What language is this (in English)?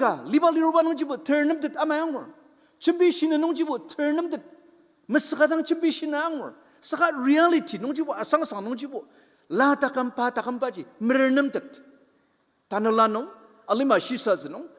Ao Naga